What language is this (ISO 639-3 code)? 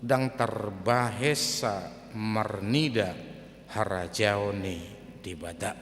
bbc